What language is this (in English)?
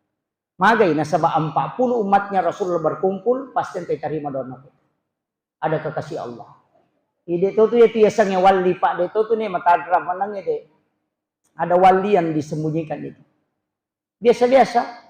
Buginese